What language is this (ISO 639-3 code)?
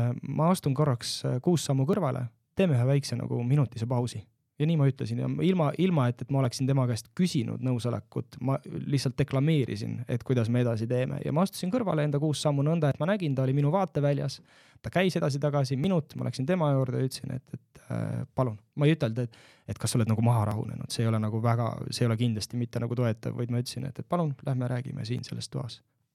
est